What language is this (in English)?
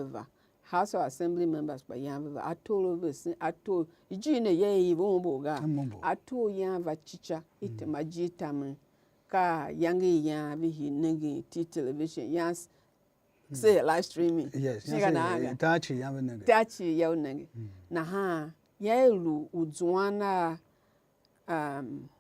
Tiv